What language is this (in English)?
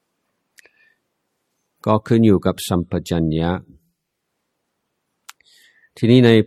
Thai